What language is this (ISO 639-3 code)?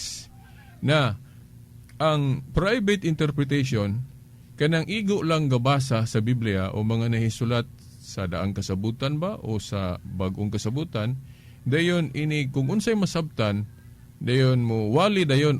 ceb